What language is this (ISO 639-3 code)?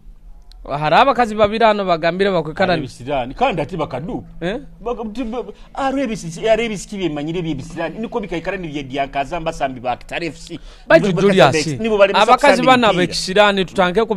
nyo